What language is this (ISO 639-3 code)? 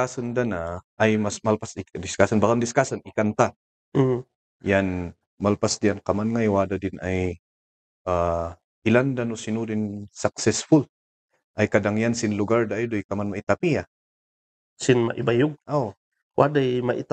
kne